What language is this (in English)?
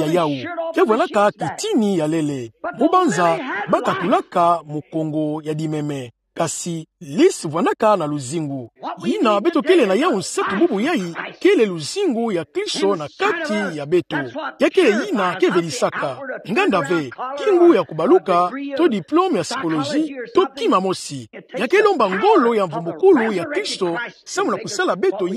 Kituba (Democratic Republic of Congo)